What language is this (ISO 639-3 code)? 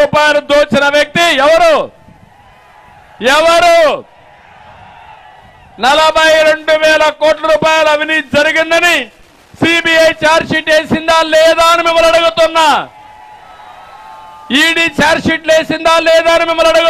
tel